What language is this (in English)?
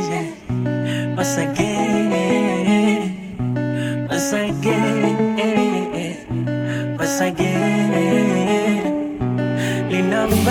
Swahili